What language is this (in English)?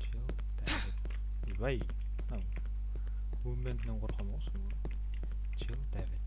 Kara-Kalpak